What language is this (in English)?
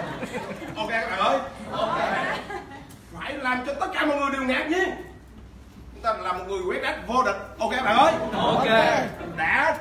Vietnamese